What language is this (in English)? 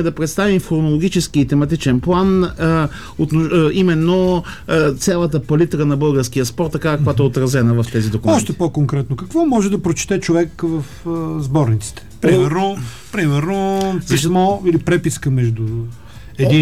Bulgarian